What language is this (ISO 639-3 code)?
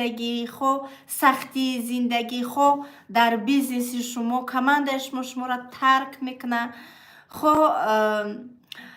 tgk